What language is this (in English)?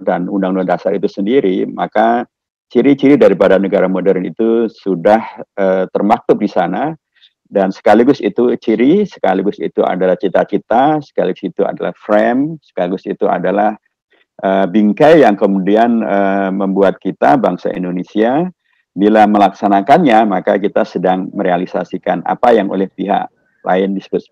Indonesian